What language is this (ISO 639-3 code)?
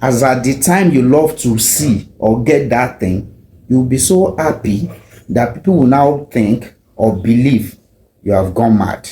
yor